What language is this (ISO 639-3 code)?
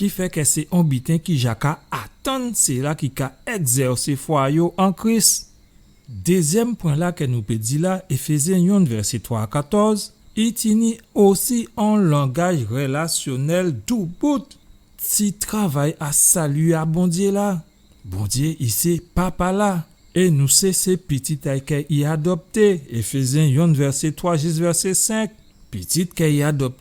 gcf